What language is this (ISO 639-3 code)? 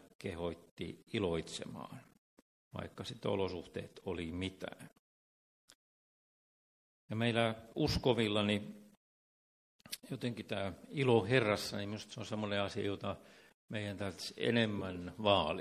fin